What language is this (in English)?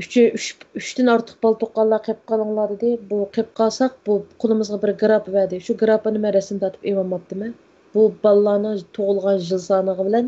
Uyghur